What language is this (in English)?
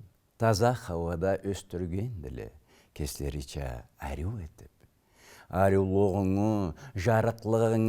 Karachay-Balkar